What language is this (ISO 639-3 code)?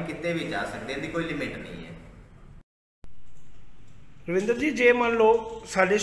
pan